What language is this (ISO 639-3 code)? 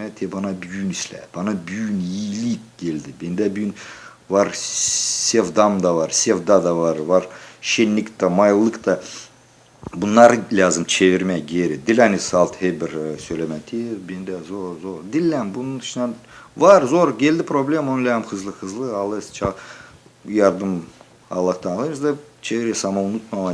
gag